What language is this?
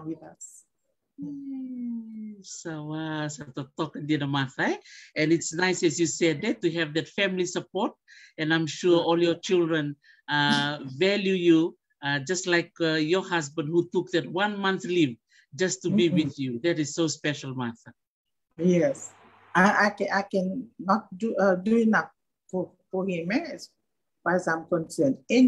Fijian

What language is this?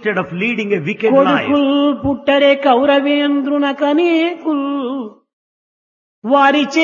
Telugu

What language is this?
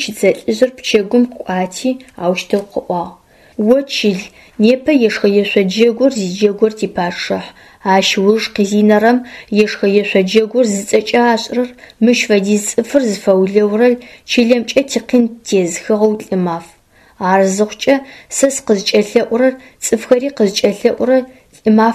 Adyghe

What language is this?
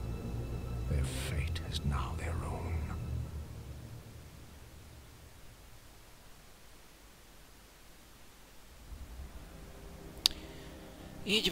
Hungarian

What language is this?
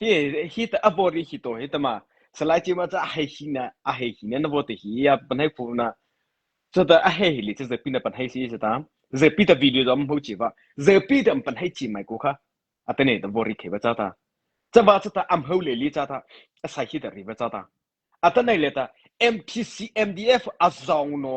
Mara Chin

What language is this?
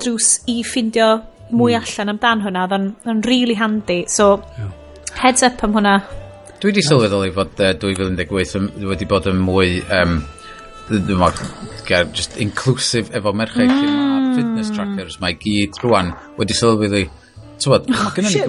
Welsh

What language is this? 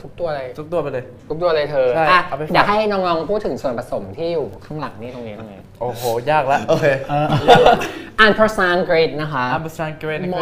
Thai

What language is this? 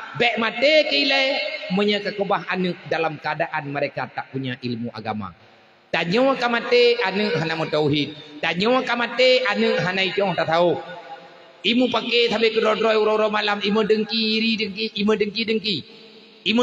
Achinese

